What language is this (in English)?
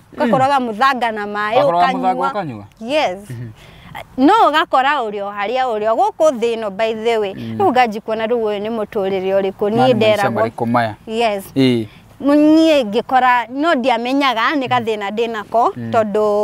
Kikuyu